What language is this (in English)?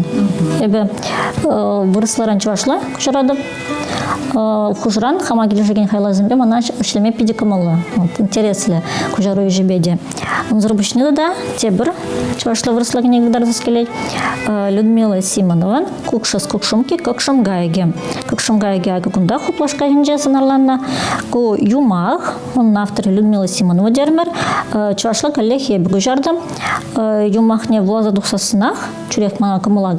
Chuvash